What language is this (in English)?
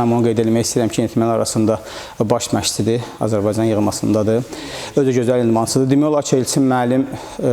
Azerbaijani